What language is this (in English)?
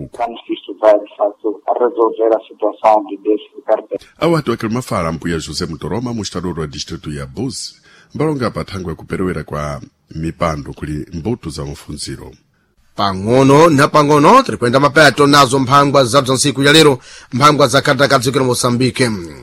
Sena